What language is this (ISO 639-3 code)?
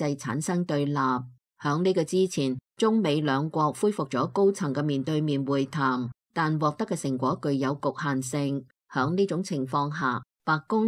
yue